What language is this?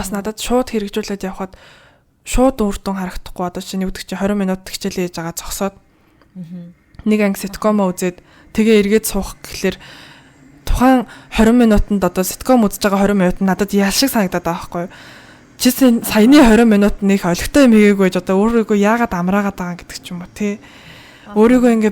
Mongolian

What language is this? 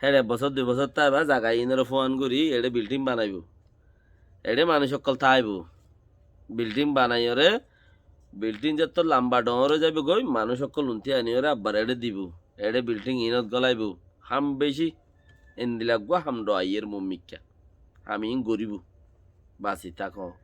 Rohingya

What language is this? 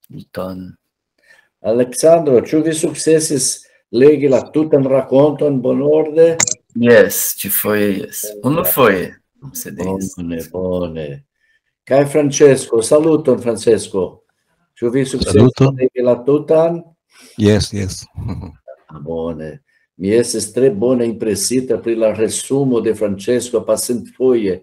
Esperanto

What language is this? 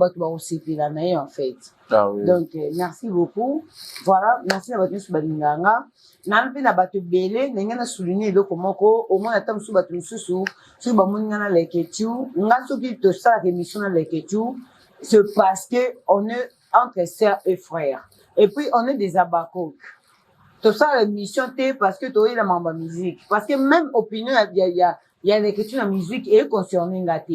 Lingala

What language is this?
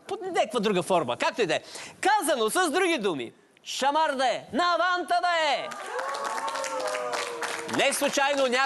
Bulgarian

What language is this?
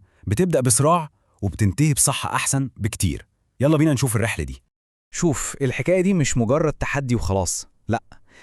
Egyptian Arabic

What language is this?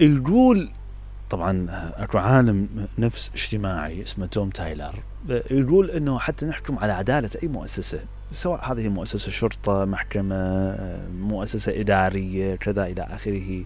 Mesopotamian Arabic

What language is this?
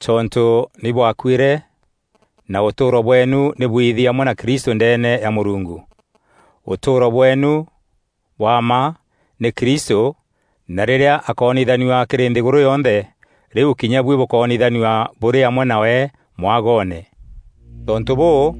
Meru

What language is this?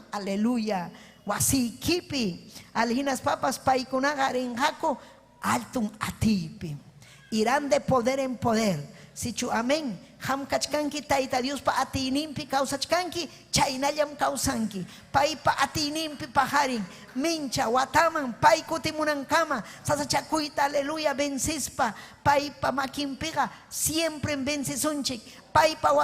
Ayacucho Quechua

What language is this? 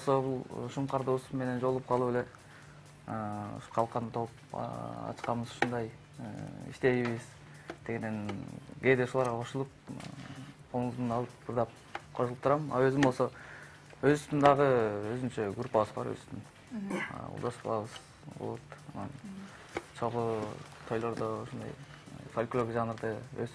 Kyrgyz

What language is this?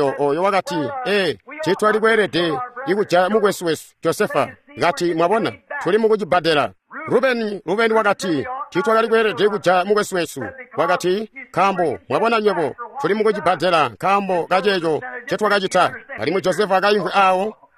Tonga (Zambia)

